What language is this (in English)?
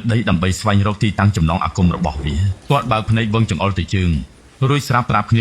Khmer